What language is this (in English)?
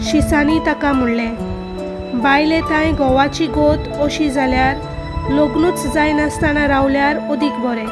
Konkani